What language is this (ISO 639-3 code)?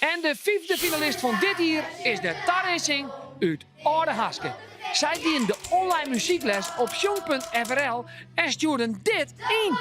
fry